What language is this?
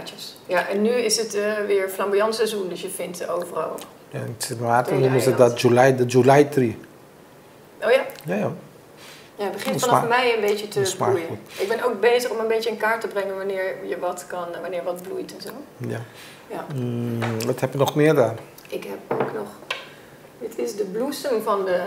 Dutch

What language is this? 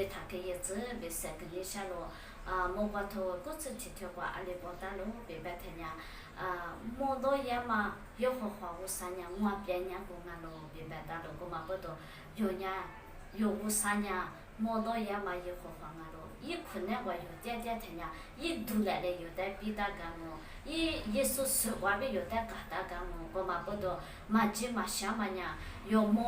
Lisu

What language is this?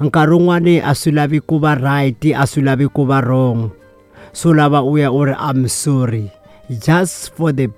Tsonga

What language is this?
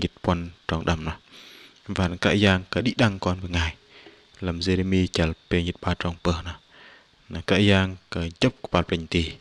Bahnar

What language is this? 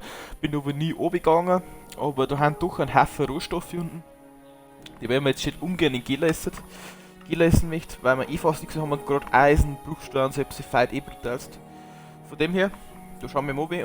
Bavarian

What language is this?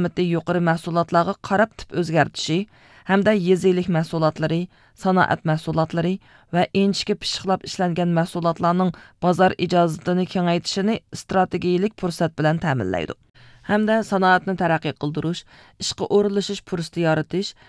Uyghur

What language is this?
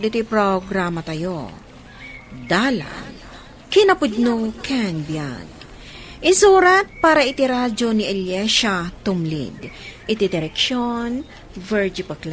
Iloko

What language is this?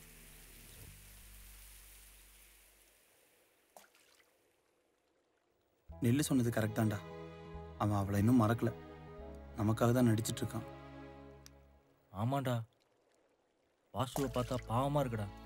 Tamil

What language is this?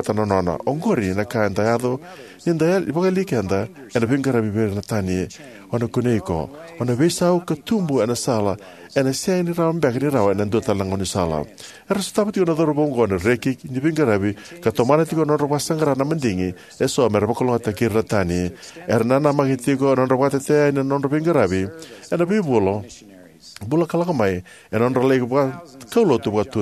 Fijian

